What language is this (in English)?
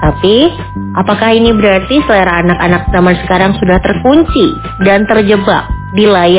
Indonesian